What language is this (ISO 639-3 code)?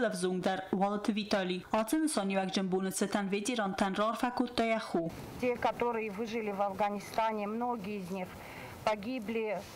oss